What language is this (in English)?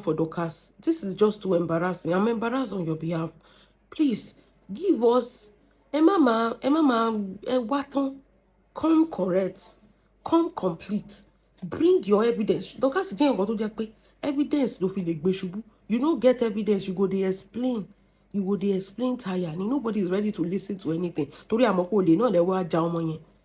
Yoruba